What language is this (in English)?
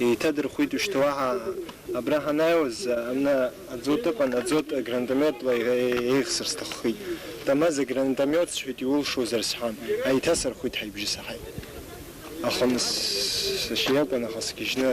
Abkhazian